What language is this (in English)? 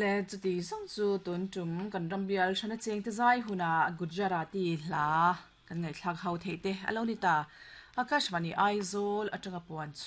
Mizo